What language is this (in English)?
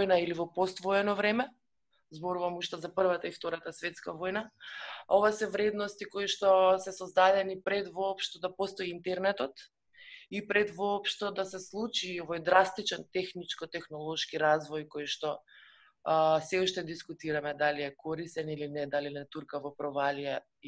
Macedonian